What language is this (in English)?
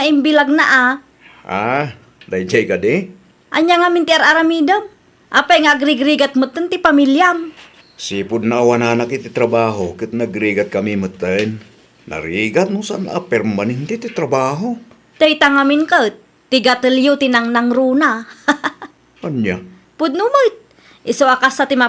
Iloko